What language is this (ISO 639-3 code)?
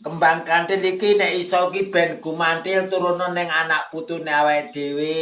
jav